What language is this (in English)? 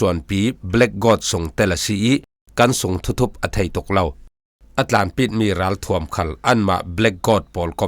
Falam Chin